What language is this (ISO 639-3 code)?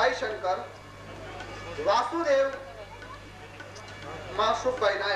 guj